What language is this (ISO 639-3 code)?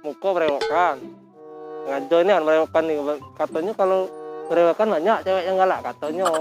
mui